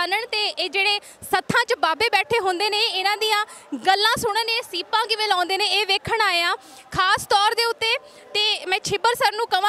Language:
Punjabi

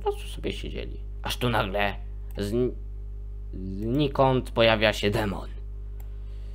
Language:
Polish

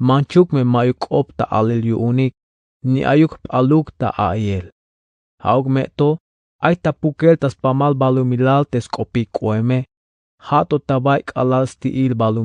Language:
Tzeltal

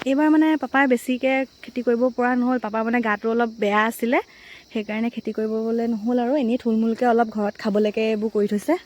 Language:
Assamese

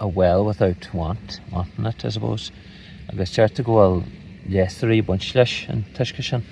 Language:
Irish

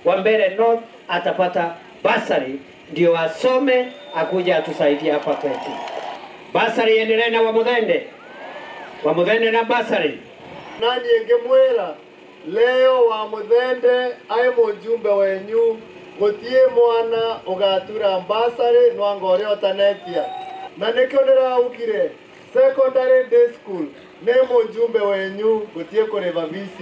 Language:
Meru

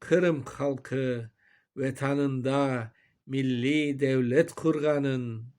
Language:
Crimean Tatar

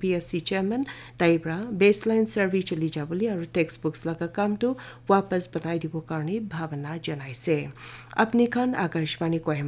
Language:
Naga Pidgin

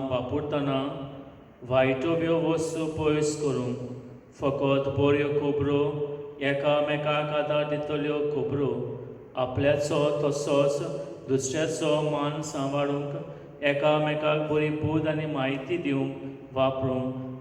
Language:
Konkani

